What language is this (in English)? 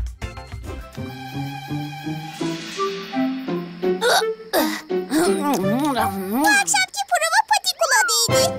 Turkish